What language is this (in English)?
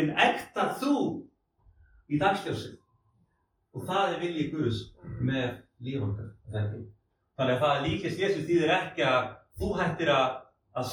Icelandic